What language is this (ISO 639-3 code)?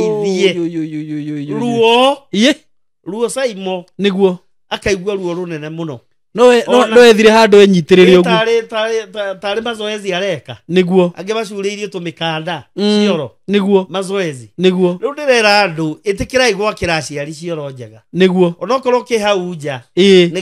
kik